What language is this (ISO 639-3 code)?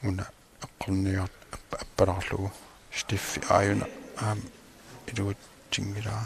kal